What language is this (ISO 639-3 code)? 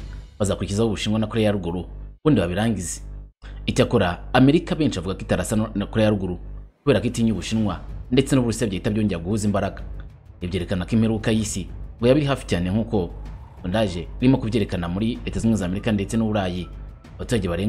kin